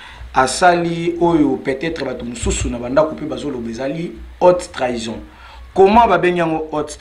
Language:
Lingala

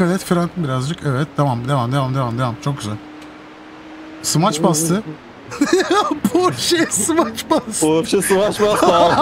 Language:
Turkish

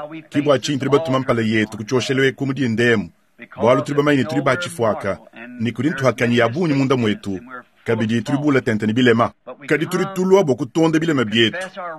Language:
Luba-Lulua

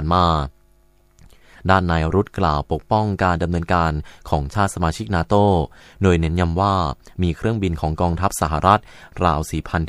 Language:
Thai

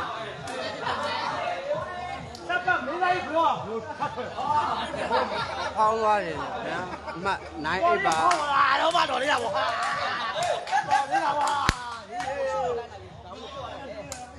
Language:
Burmese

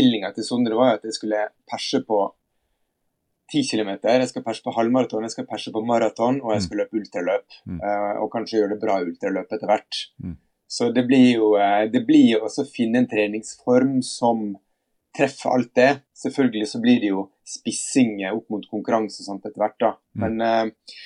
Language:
Norwegian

